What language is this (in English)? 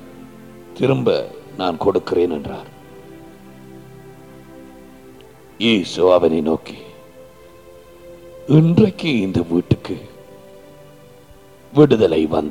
Tamil